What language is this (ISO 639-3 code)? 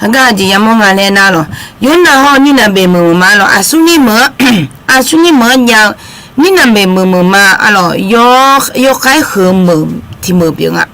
ahk